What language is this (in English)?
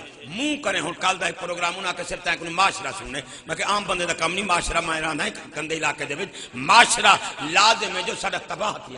Saraiki